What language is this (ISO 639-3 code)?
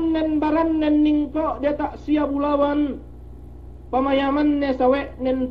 yka